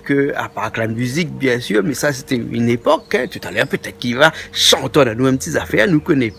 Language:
Réunion Creole French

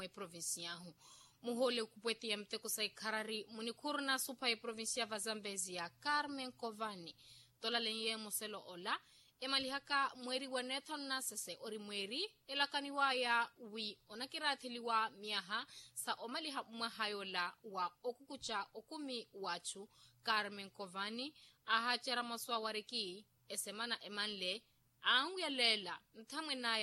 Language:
Makhuwa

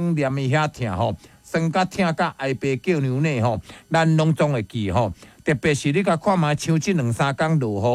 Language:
Min Nan Chinese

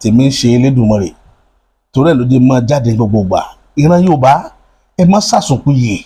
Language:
Yoruba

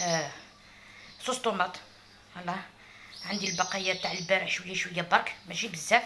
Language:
Algerian Arabic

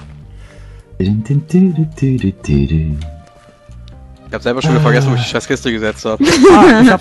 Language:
German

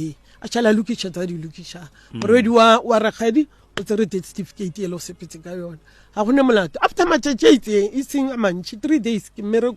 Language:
Northern Sotho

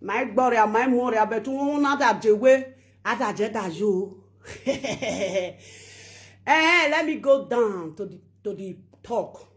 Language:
Nigerian Pidgin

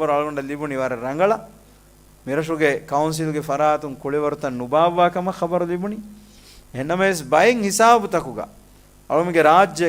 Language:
Divehi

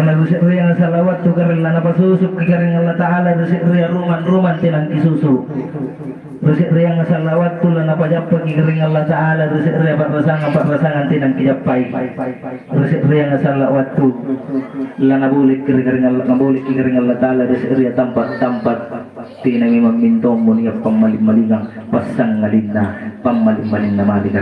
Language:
Makasar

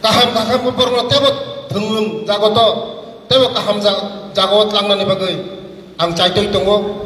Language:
Kok Borok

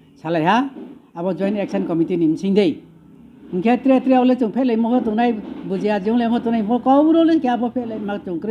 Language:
Riang (India)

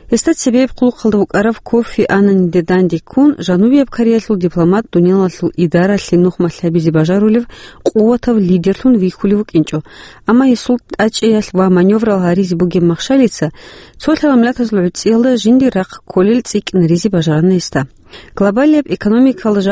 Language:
Avaric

